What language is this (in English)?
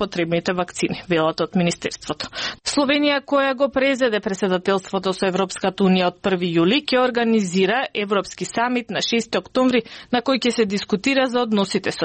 Macedonian